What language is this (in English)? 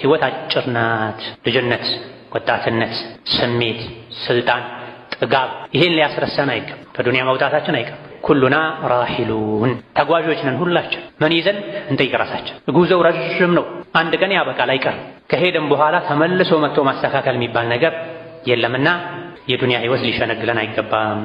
Amharic